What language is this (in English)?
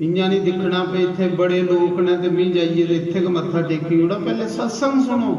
Dogri